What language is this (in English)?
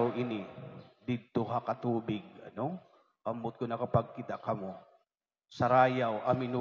Waray